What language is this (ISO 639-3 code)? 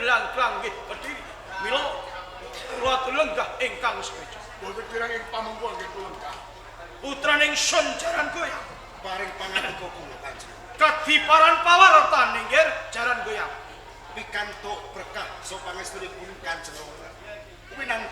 jav